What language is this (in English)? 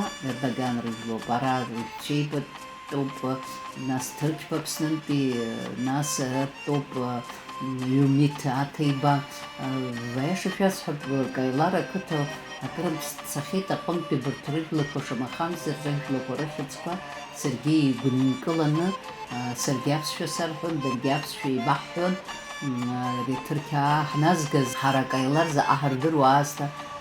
Abkhazian